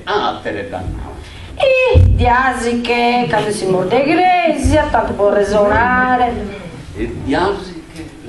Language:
Sardinian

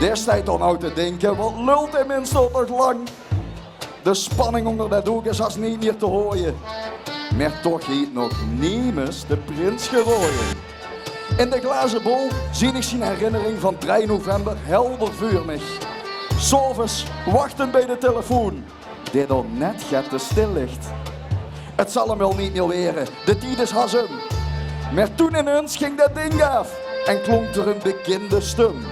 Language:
Limburgish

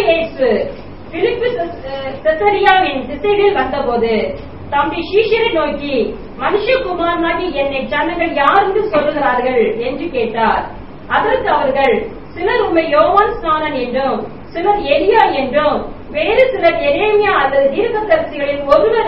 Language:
Tamil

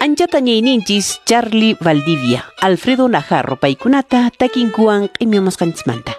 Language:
Quechua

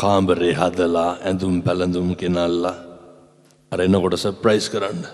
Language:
Sinhala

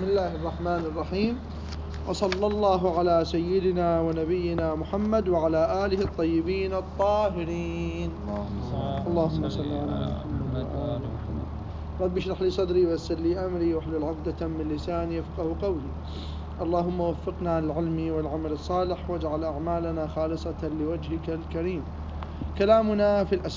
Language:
Mesopotamian Arabic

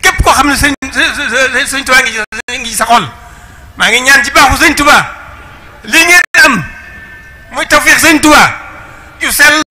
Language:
Wolof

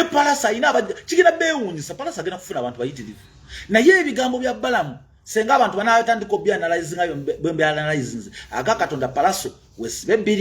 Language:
Ganda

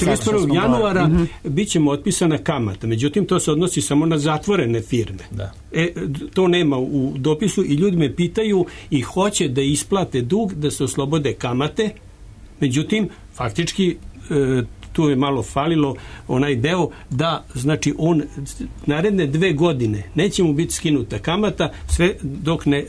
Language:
Serbian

